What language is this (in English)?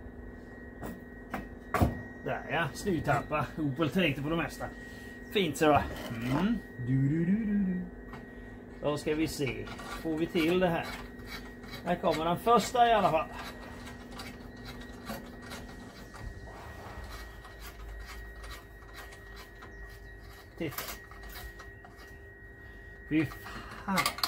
Swedish